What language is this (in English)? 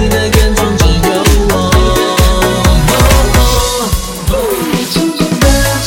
Chinese